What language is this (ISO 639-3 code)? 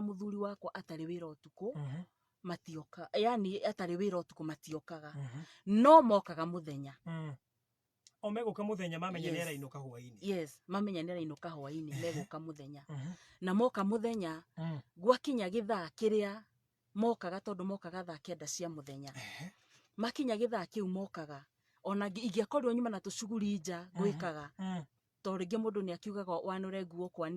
kik